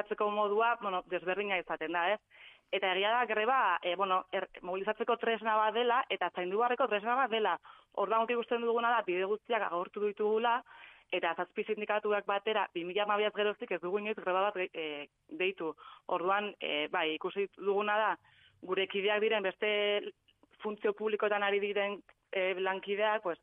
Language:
Basque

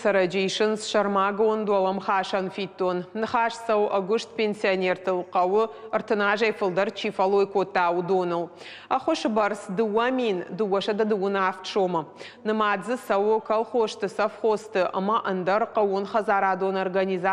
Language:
Ossetic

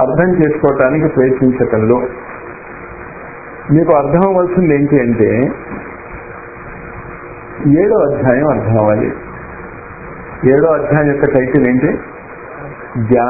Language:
Telugu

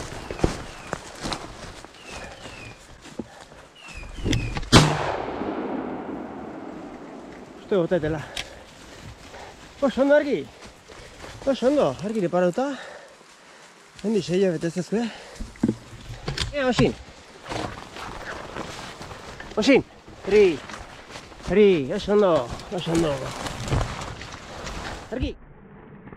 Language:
Basque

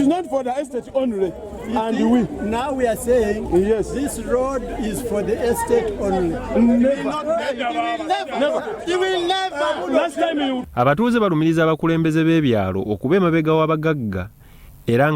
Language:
Ganda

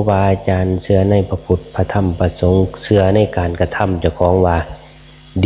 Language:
Northeastern Thai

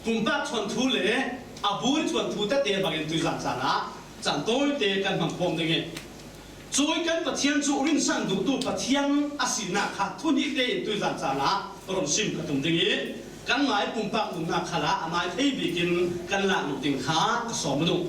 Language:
Falam Chin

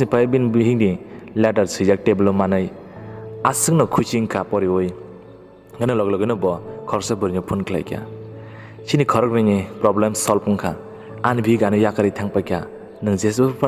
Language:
Kok Borok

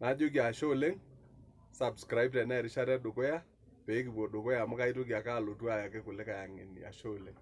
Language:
Masai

